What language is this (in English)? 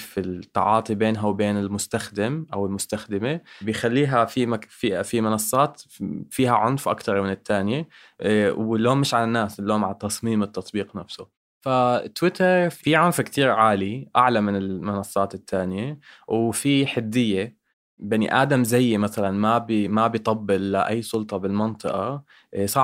North Levantine Arabic